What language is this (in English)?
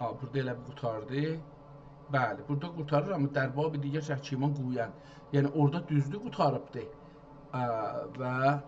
South Azerbaijani